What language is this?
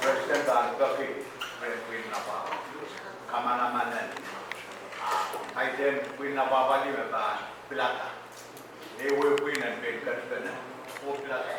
Pohnpeian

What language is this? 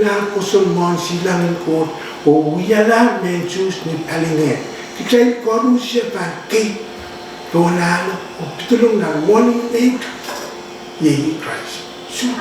Pohnpeian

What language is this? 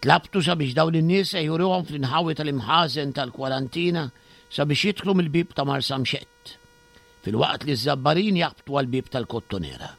Maltese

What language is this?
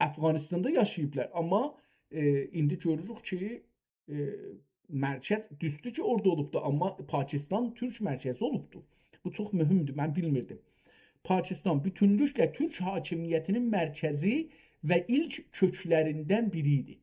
South Azerbaijani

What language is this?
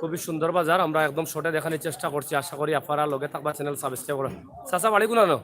Sylheti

